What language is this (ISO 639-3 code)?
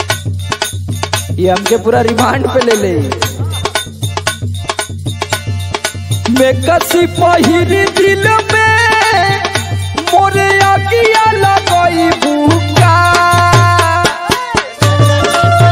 bho